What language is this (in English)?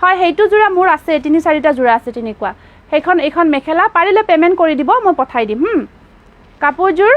Assamese